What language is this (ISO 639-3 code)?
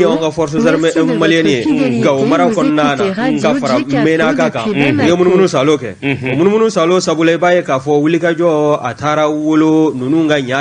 bam